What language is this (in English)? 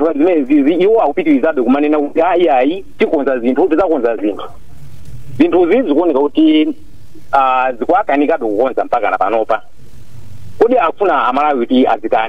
Nyanja